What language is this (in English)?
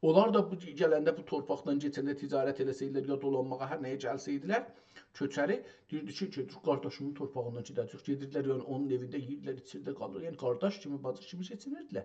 South Azerbaijani